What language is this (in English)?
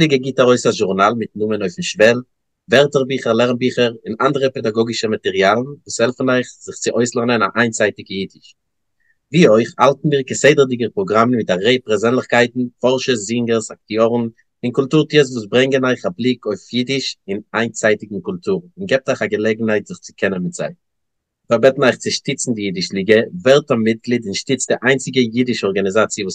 Yiddish